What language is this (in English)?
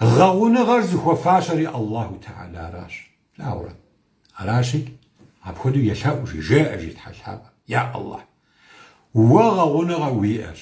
Kabardian